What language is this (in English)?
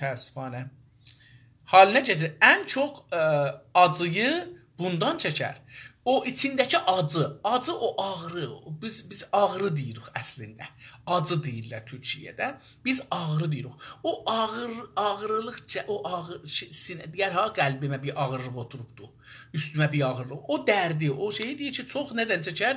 South Azerbaijani